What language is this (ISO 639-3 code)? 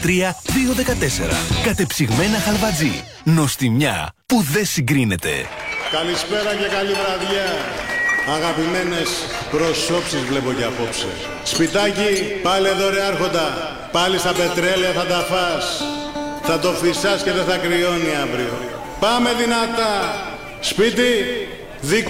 ell